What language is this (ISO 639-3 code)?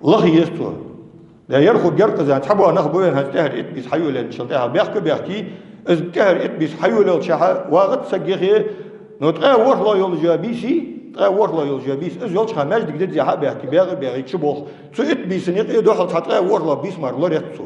inh